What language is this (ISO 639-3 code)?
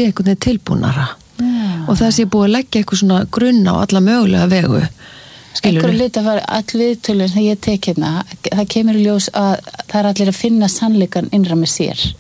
isl